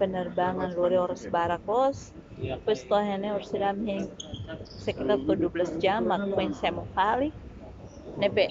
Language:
Tetum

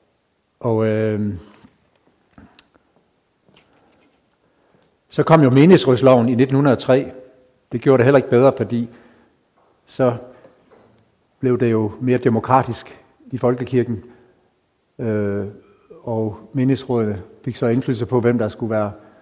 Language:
Danish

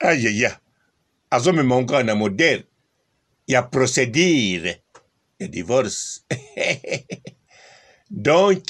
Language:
Lingala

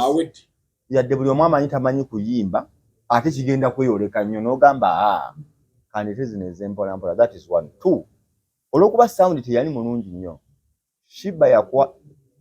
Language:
Ganda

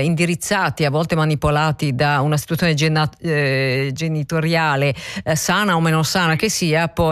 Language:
Italian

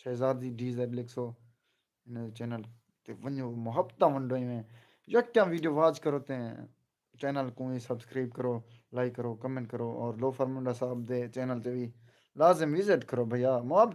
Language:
Saraiki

